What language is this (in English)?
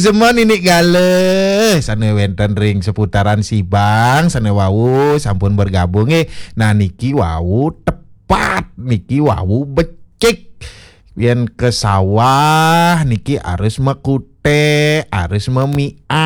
Balinese